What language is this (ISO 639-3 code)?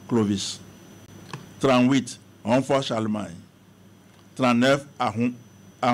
fra